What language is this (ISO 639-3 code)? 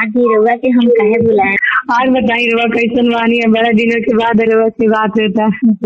bho